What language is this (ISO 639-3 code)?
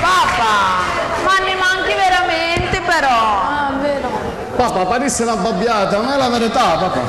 scn